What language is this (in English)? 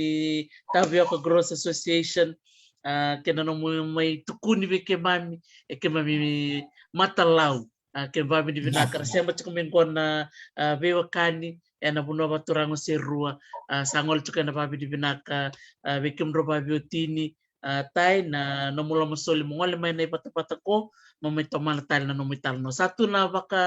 Fijian